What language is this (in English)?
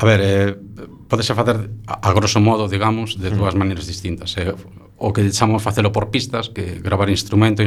Galician